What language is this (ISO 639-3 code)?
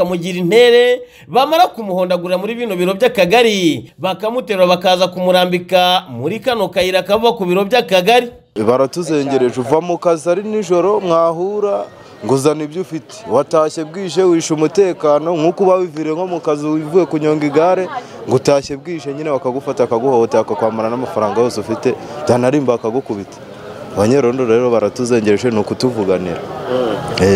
kin